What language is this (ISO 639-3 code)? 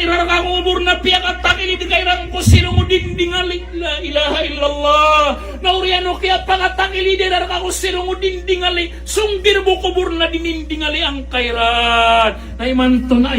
mrw